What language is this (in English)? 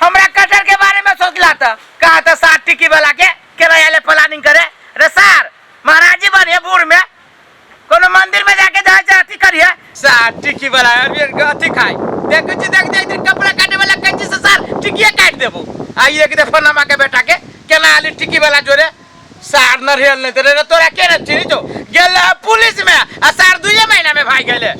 Maithili